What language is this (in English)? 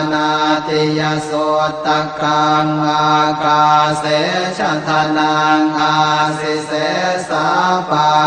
Pali